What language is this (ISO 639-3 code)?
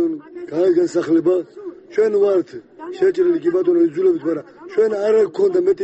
kat